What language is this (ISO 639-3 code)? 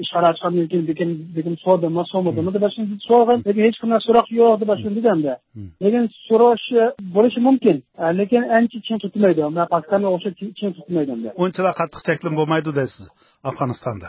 uig